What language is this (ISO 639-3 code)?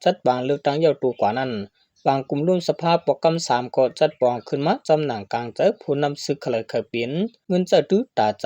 shn